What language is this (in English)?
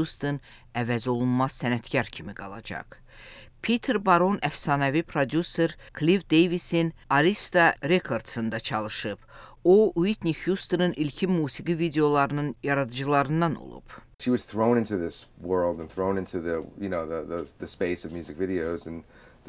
Azerbaijani